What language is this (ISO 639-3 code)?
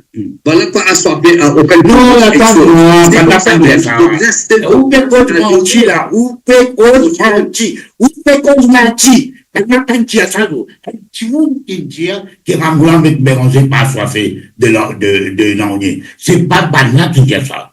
mfe